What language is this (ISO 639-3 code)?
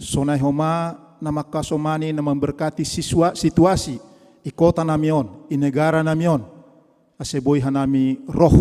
bts